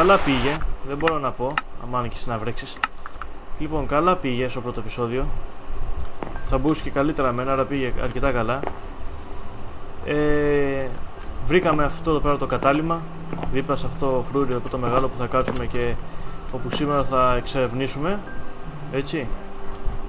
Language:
Greek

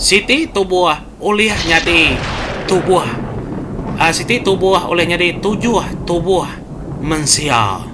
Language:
Iban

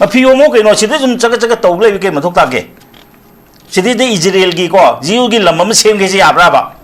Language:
Manipuri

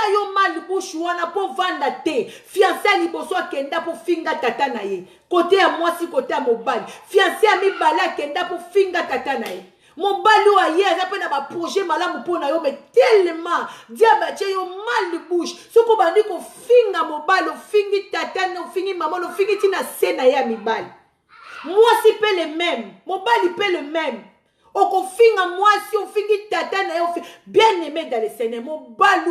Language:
Lingala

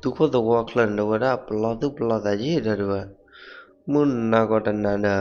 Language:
S'gaw Karen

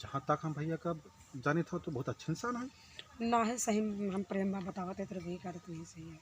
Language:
Awadhi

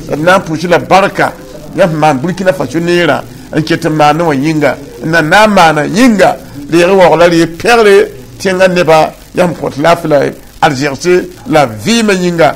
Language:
Mossi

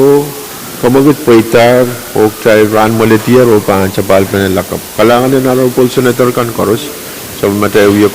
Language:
Pohnpeian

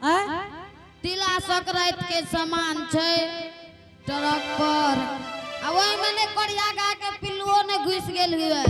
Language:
Angika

